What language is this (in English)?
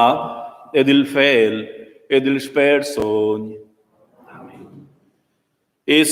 Romansh